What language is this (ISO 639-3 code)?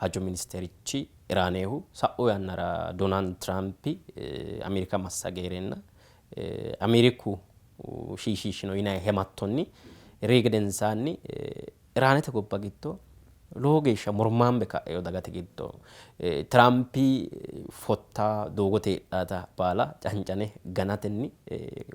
sid